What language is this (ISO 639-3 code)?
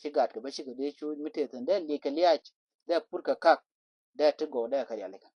nus